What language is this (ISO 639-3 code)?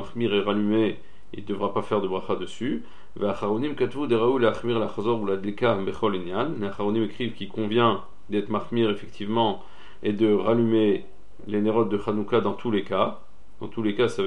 fra